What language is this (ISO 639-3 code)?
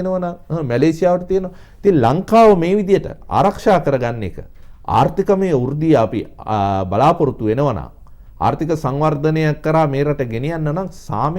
sin